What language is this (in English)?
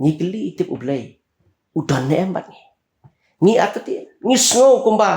Khasi